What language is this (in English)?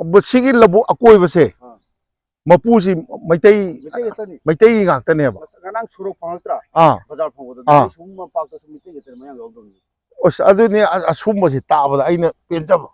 Manipuri